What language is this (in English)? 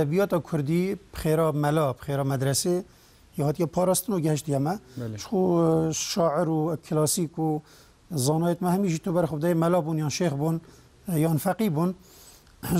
Kurdish